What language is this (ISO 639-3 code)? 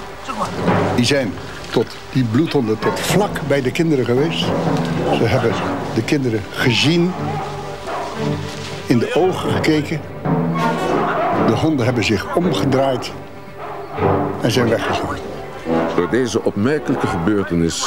nld